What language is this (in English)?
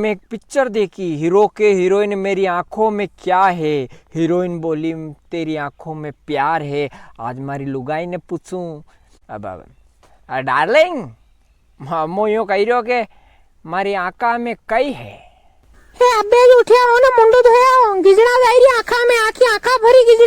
Rajasthani